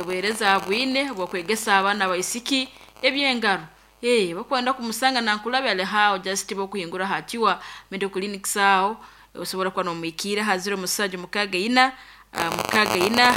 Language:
Nyankole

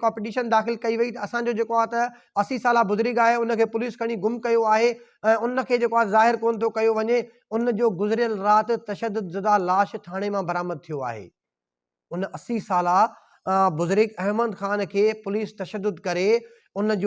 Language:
Sindhi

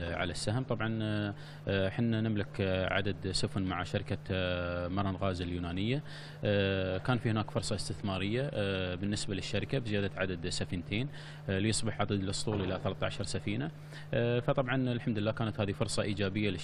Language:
Arabic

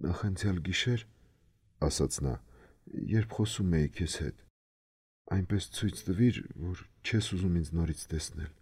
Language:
Armenian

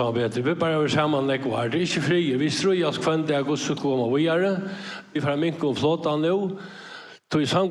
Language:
Faroese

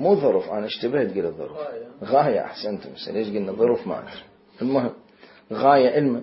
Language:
Mesopotamian Arabic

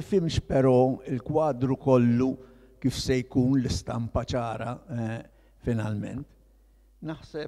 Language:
Maltese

